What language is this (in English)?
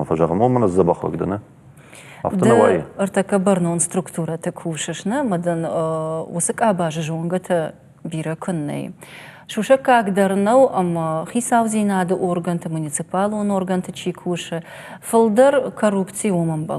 Ossetic